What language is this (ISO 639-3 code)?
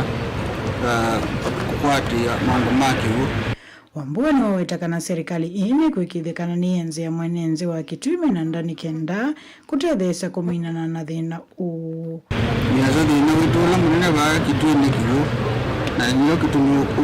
kam